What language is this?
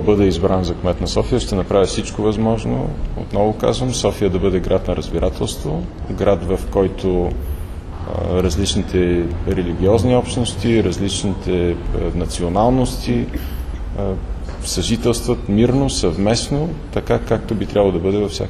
Bulgarian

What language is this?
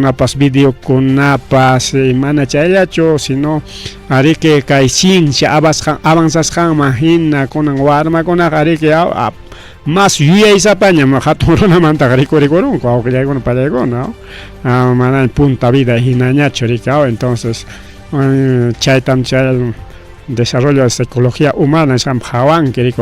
Ayacucho Quechua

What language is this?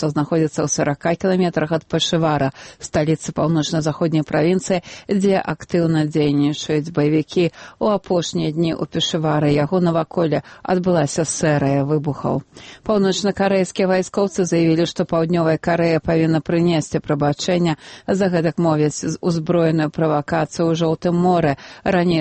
Belarusian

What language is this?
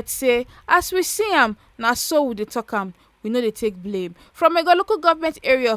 Nigerian Pidgin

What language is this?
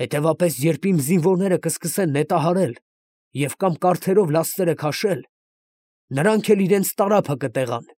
Armenian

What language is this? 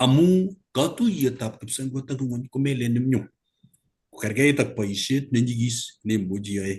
Kalenjin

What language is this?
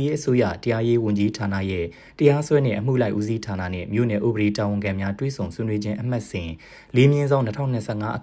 Burmese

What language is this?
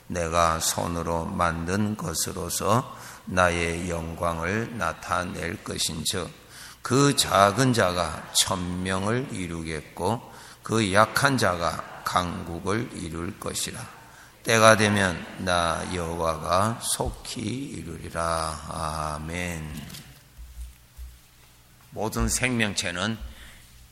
Korean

